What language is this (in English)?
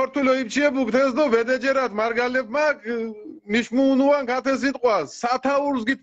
Mingrelian